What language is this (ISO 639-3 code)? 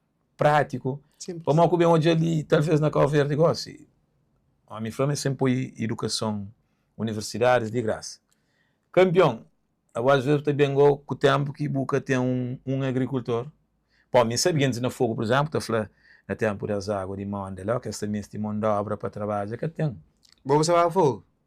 kea